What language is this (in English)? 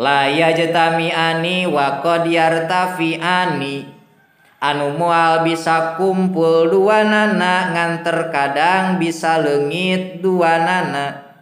Sundanese